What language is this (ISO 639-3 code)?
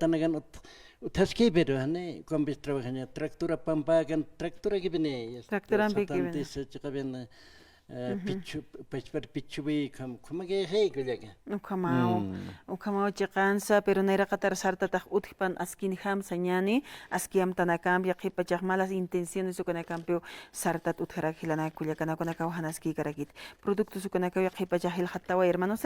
aym